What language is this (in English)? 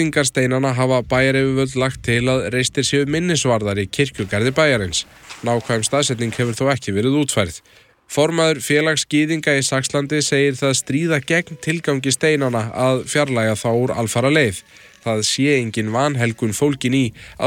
Icelandic